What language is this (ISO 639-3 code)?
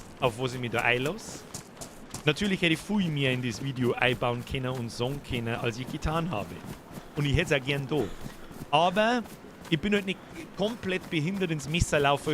bar